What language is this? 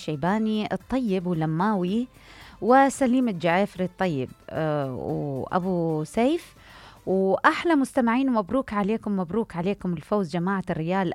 Mesopotamian Arabic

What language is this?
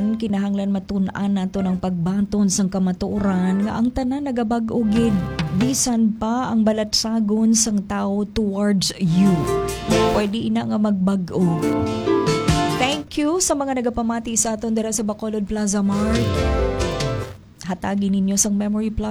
Hiligaynon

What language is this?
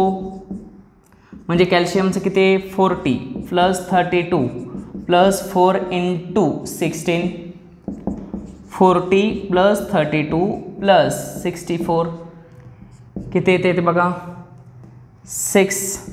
Marathi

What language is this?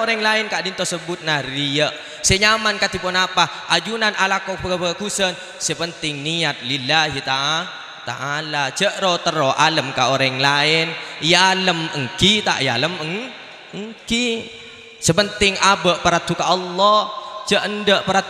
Madurese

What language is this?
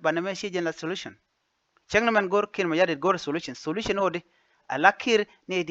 Nuer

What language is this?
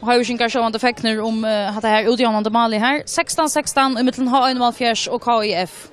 Faroese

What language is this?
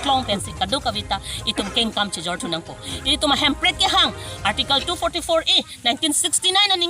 Karbi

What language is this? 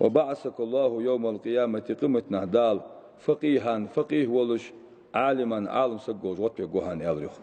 Ingush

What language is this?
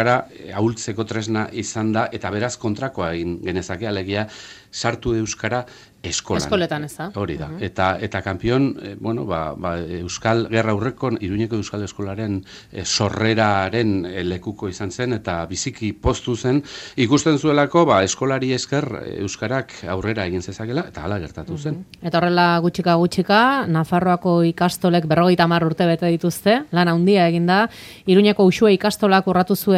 Basque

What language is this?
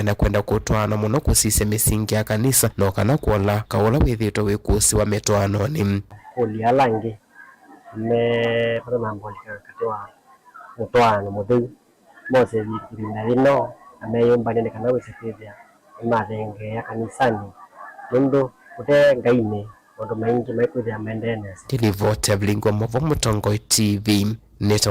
Kamba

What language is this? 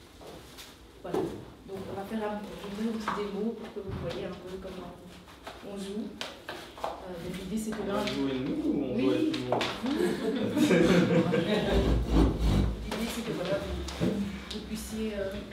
French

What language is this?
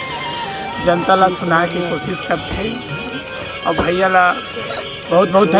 Chhattisgarhi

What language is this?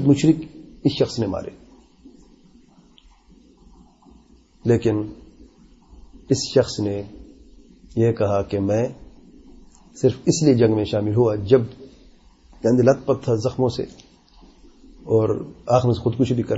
Urdu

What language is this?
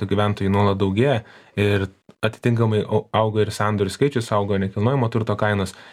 Lithuanian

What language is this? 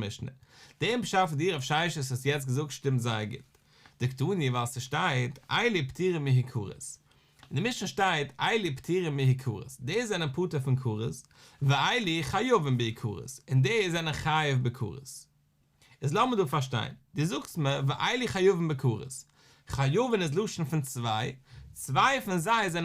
Yiddish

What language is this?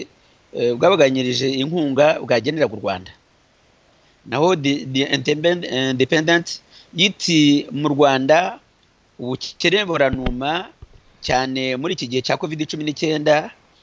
Kinyarwanda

